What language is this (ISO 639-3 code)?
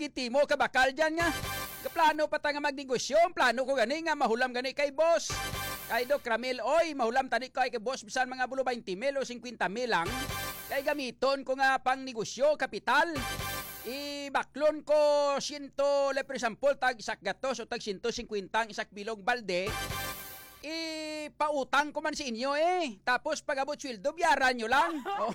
hil